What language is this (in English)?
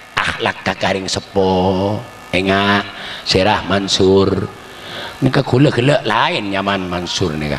Madurese